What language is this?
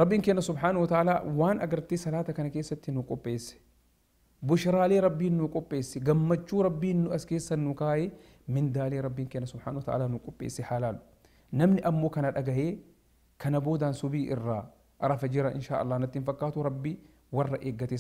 Oromo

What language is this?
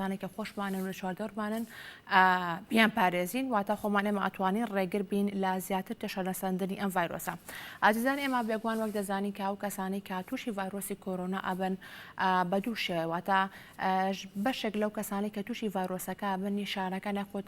Central Kurdish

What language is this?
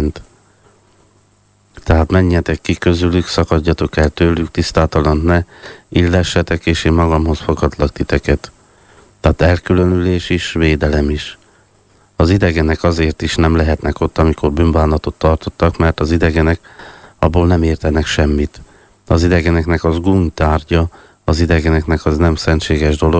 Hungarian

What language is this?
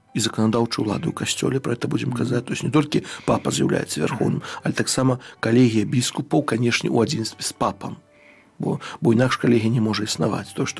Belarusian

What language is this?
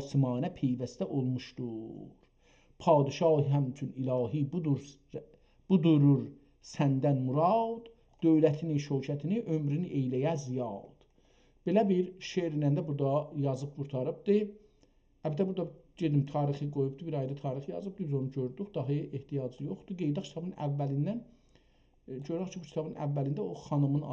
South Azerbaijani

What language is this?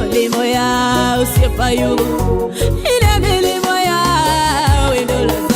Luo (Kenya and Tanzania)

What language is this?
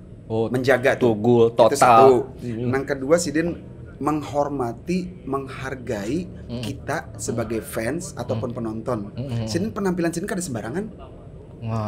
Banjar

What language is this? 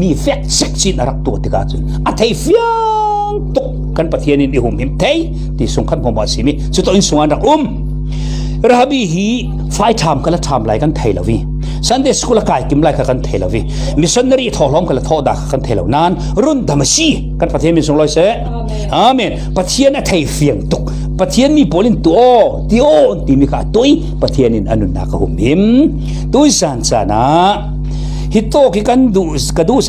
Falam Chin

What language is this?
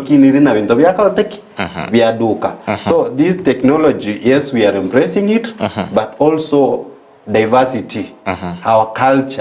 Gusii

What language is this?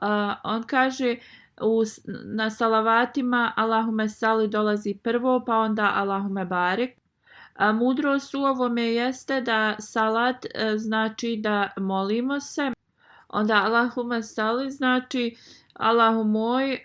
Bosnian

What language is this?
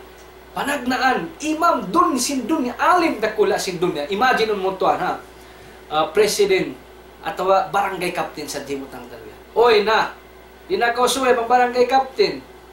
Tausug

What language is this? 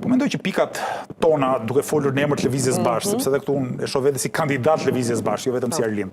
Albanian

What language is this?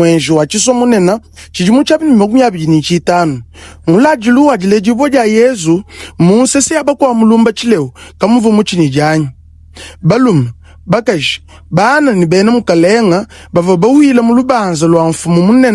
Luba-Lulua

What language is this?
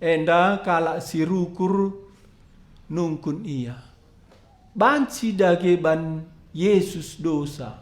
Batak Karo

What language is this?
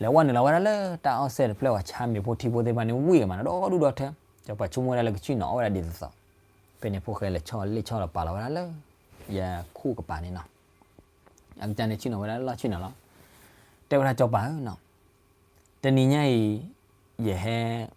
S'gaw Karen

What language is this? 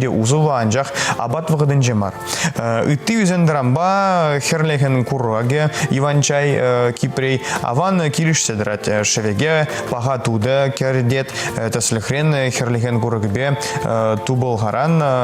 Chuvash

